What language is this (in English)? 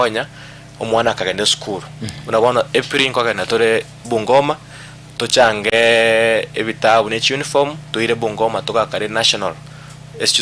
Gusii